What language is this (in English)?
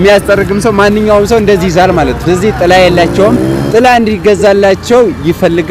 Amharic